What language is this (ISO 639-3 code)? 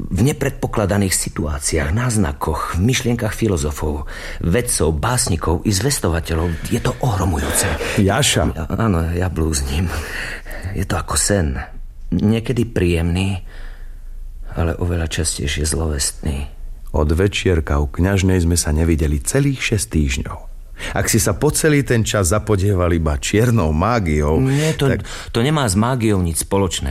slk